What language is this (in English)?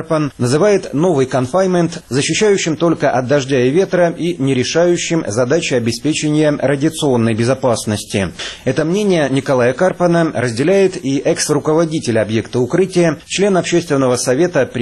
Russian